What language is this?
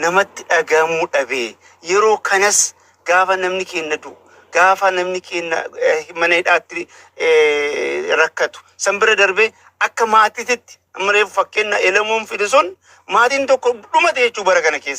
Oromo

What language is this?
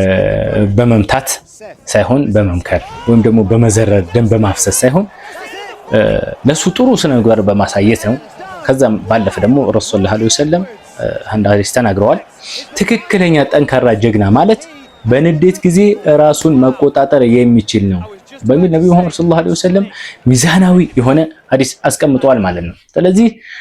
Amharic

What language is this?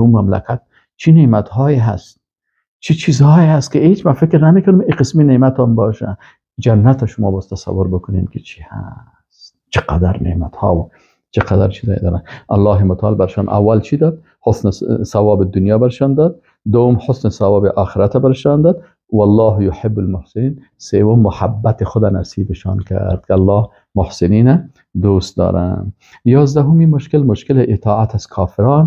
Persian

